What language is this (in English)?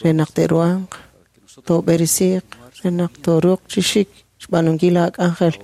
Kekchí